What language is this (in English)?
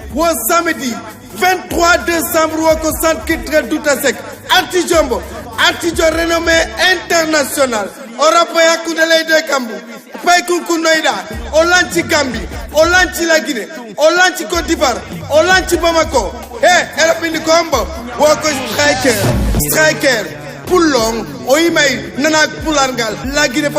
Fula